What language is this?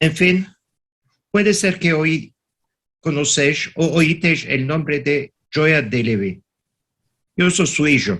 Ladino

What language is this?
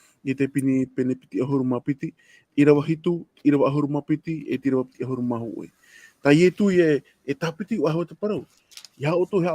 Tahitian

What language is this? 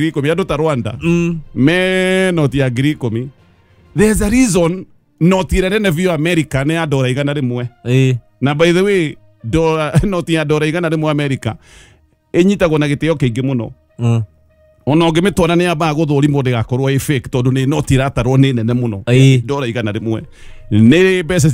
Kikuyu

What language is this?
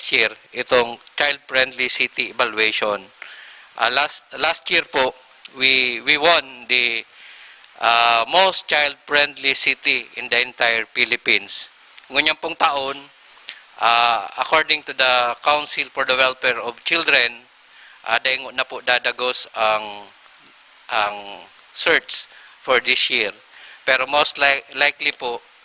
Bikol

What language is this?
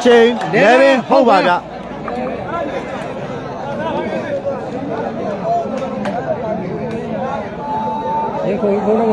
Burmese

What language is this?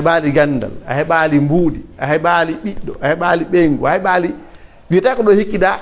Pular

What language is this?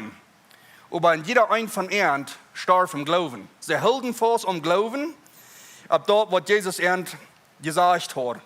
Plautdietsch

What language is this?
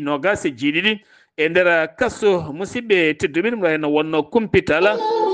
Fula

